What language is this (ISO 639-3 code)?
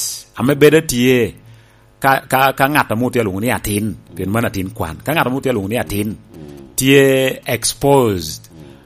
laj